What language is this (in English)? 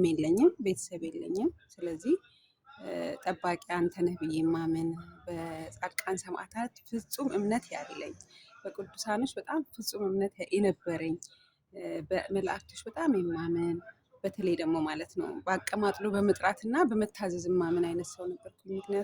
Amharic